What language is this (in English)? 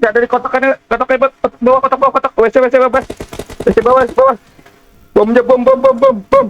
Banjar